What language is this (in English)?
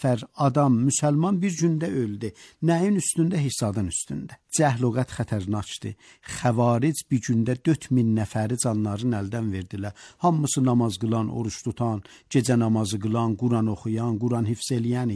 Azerbaijani